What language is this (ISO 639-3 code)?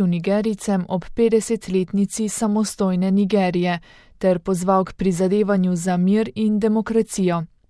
slv